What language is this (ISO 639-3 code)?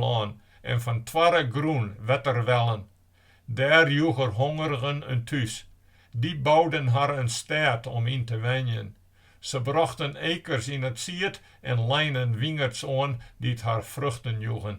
fry